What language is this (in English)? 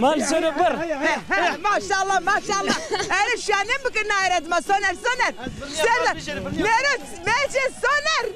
Zaza